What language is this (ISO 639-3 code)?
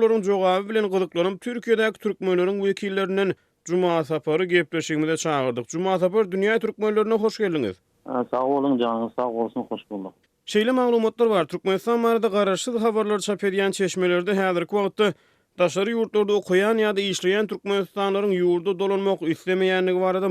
tuk